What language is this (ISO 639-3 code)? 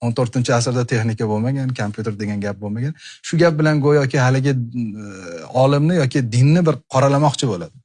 uzb